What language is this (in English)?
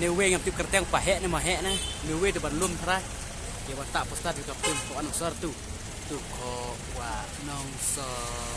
Khasi